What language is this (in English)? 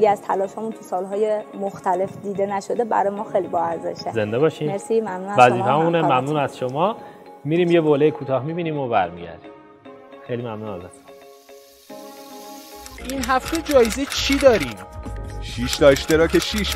Persian